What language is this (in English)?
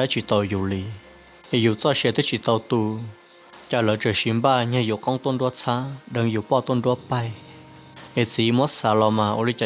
Hmong